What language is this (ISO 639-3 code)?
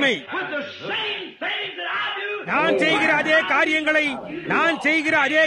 tam